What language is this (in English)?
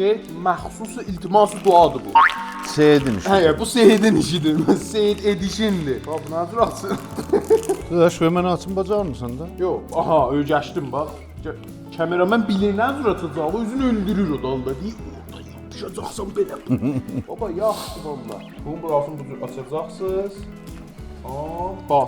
South Azerbaijani